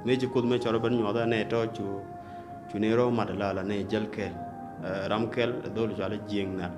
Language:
Nuer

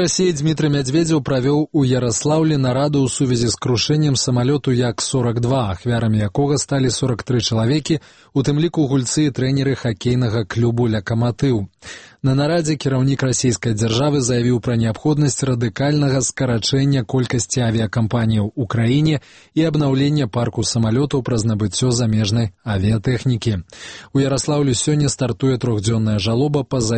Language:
Belarusian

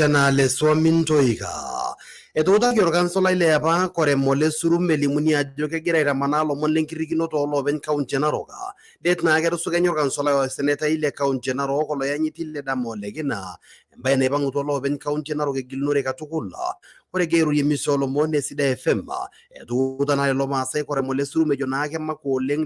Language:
Masai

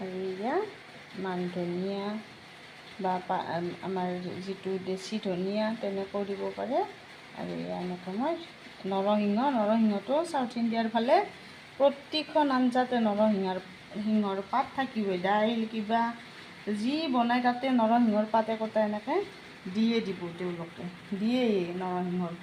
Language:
Assamese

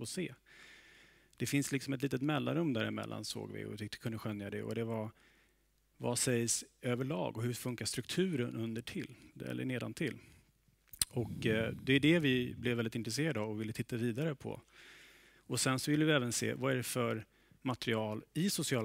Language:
Swedish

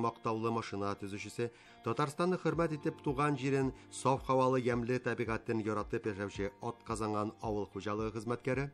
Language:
Tatar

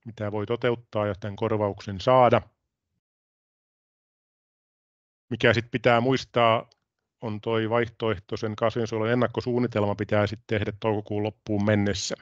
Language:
Finnish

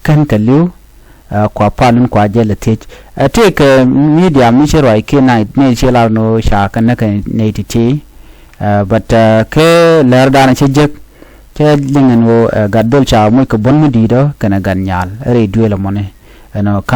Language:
Nuer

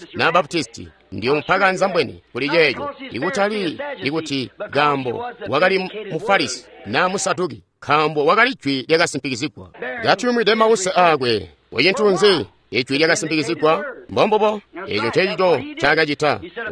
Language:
Tonga (Zambia)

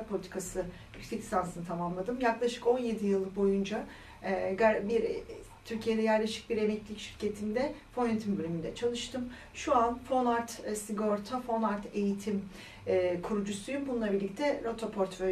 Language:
Turkish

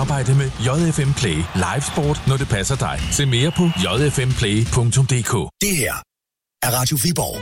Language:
Danish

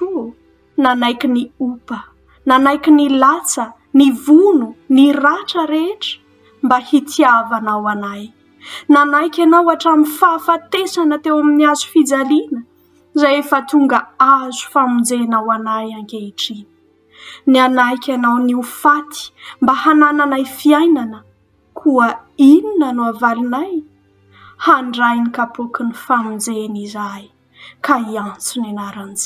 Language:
Malagasy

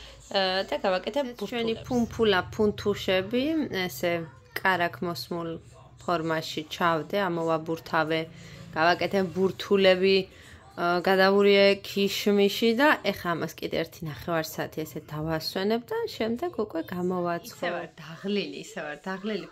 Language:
Georgian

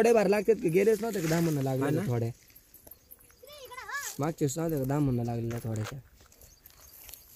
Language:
Marathi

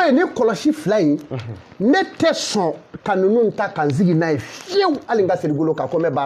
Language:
Bambara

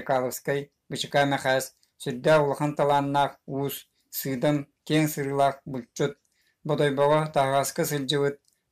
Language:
Yakut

